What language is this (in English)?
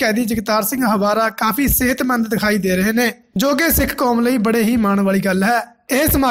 Punjabi